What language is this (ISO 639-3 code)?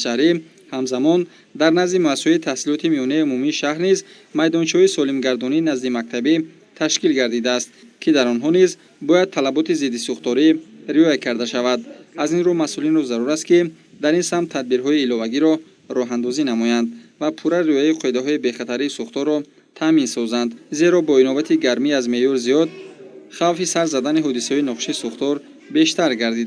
tgk